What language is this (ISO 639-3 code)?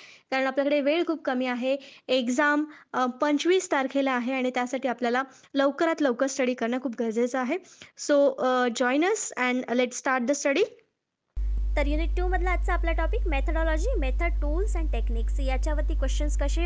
mar